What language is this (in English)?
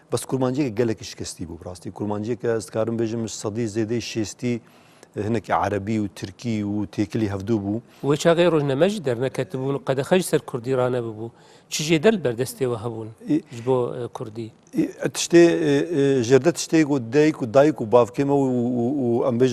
Kurdish